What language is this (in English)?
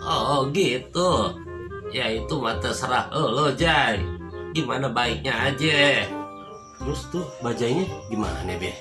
Betawi